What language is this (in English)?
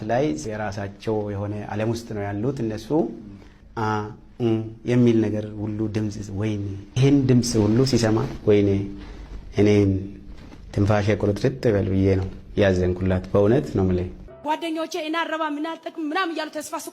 Amharic